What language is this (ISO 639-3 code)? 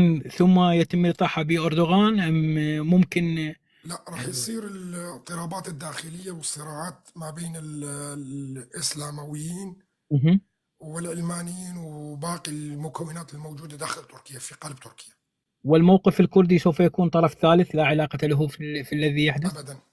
apc